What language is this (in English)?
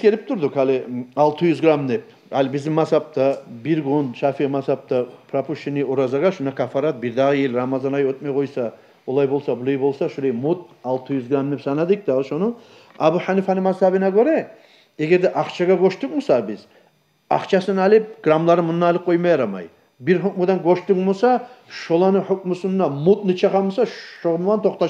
Kumyk